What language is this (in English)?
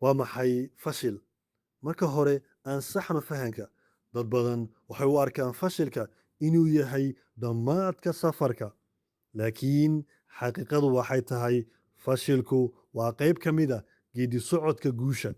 Somali